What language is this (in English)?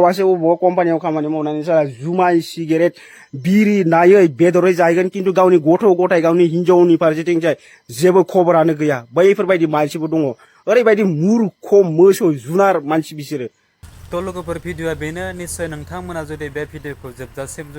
Bodo